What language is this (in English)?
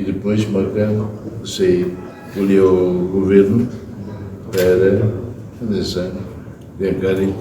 Tetum